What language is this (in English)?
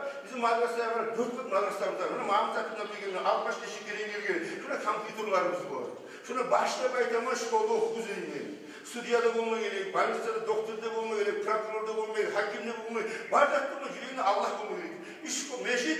Kumyk